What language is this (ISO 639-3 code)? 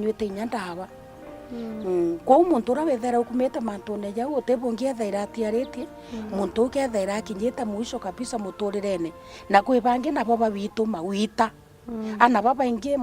mer